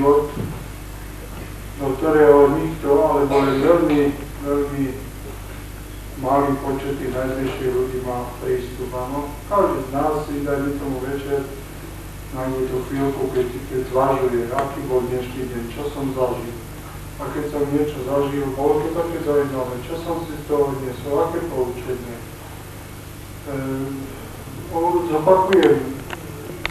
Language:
Slovak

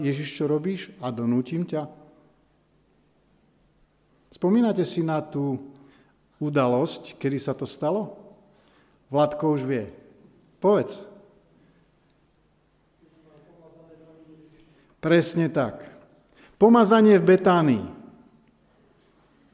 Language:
Slovak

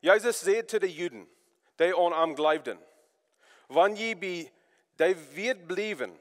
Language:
Plautdietsch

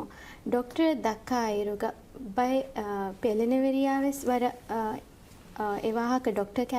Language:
Divehi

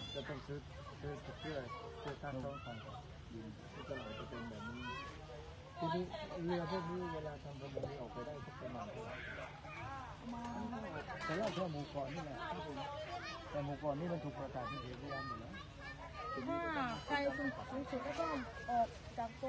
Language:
Thai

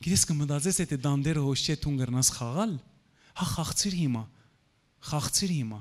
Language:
Western Armenian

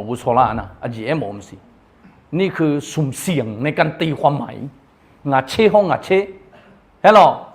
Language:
Akha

